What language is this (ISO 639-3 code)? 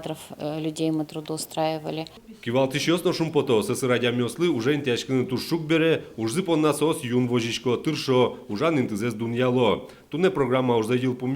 udm